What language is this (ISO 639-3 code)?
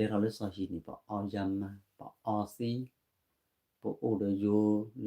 ksw